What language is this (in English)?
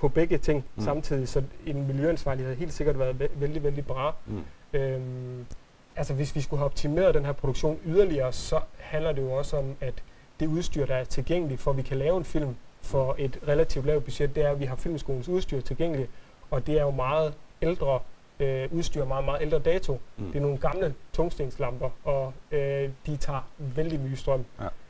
Danish